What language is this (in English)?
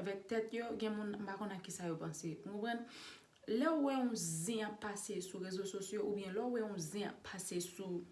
Haitian Creole